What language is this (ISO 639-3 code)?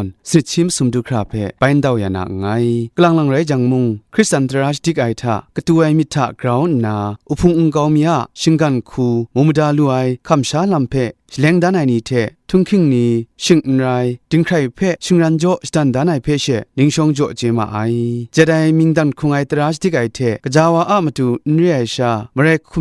kac